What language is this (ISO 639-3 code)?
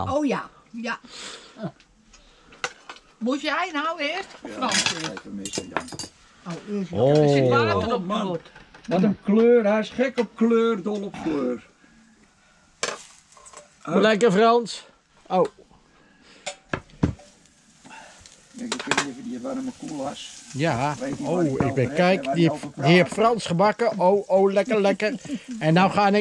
nld